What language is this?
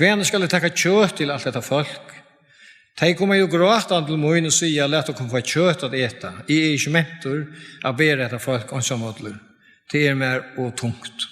Faroese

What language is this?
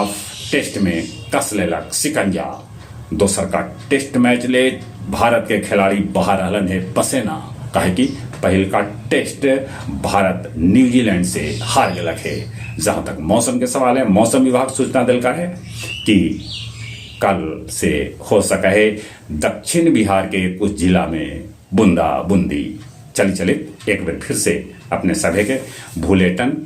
Magahi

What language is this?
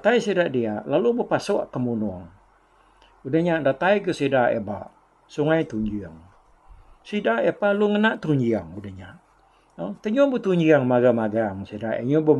Iban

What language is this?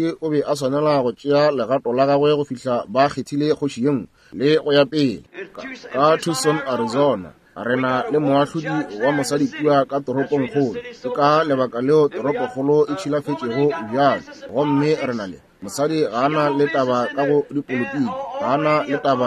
Northern Sotho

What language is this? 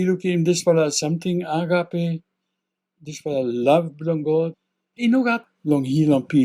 Tok Pisin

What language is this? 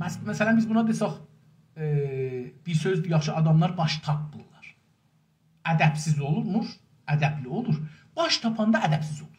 South Azerbaijani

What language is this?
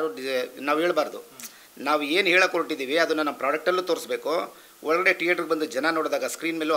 Kannada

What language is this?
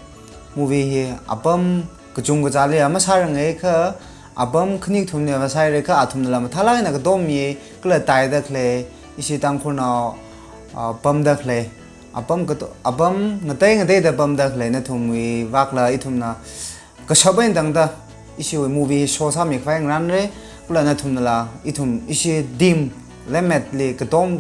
Tangkhul Naga (India)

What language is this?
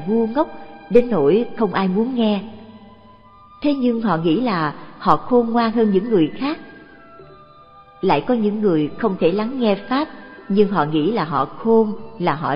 Vietnamese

